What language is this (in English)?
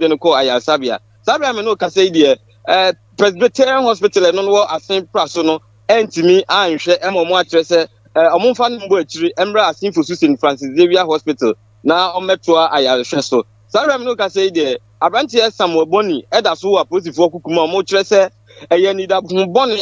Akan